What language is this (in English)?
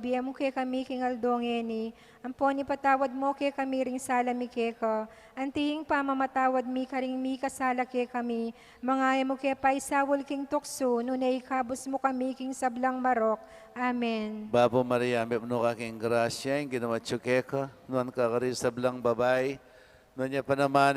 Pampanga